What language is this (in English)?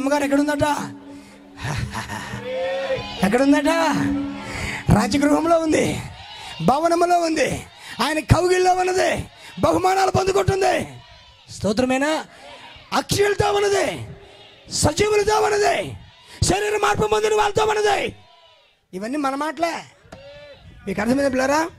Telugu